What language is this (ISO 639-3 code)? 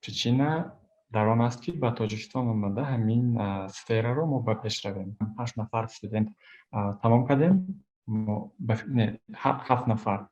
tgk